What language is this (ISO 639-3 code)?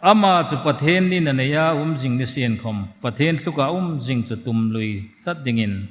hmr